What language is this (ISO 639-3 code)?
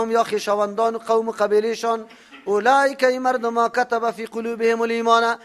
fas